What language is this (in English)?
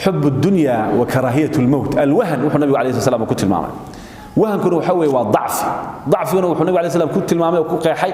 Somali